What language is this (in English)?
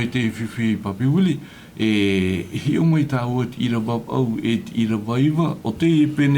Tahitian